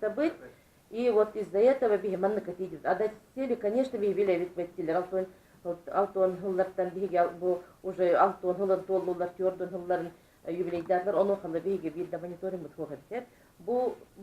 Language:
Yakut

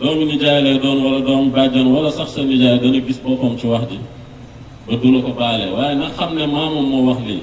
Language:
Wolof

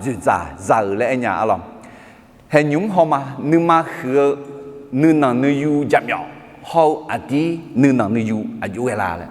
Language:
Akha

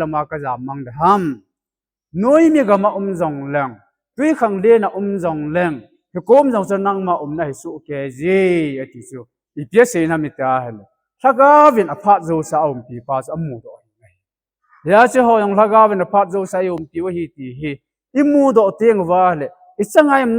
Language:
Thado Chin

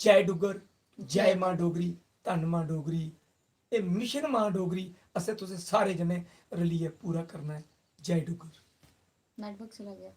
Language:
Dogri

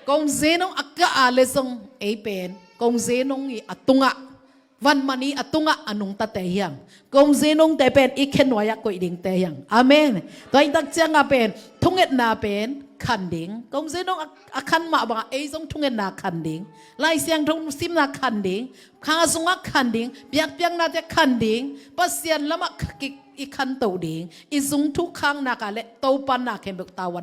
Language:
Tedim Chin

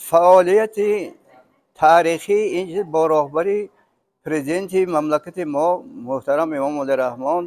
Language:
Tajik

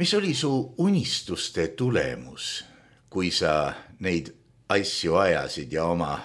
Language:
Estonian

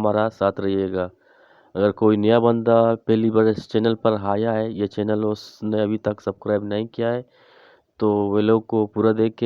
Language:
Eastern Balochi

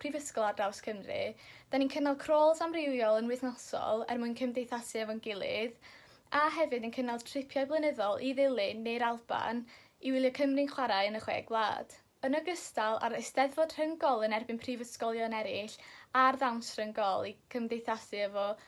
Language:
Welsh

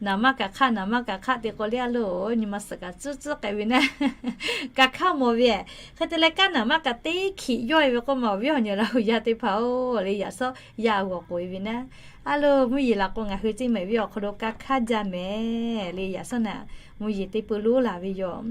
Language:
Lahu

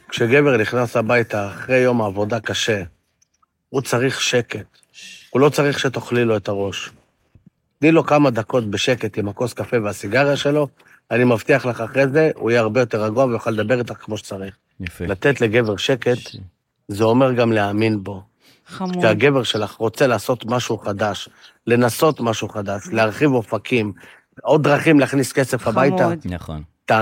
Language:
Hebrew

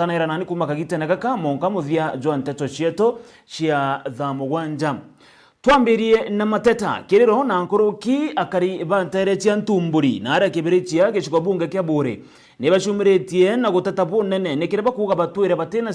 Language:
Meru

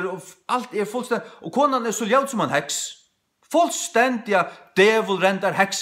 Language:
Faroese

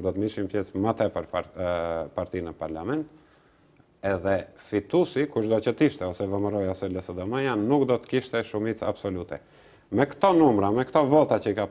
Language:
Albanian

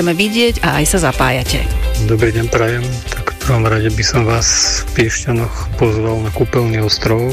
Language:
Slovak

